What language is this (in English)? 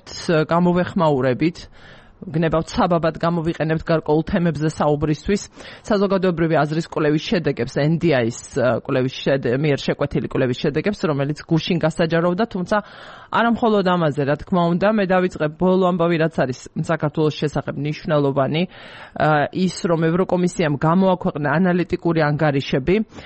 Georgian